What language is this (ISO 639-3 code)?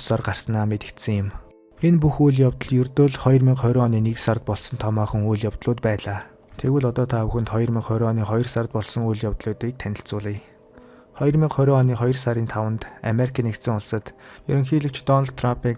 mon